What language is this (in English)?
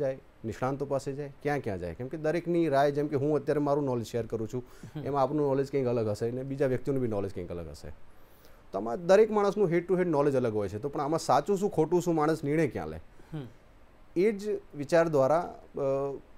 Gujarati